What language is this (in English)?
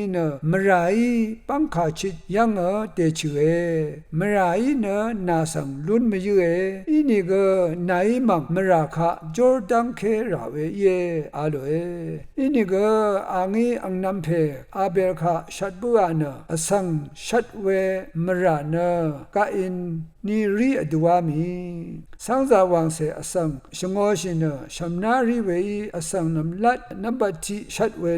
Rawang